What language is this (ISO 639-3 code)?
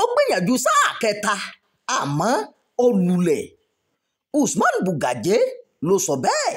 yor